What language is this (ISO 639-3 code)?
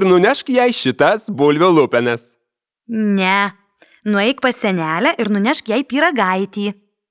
lit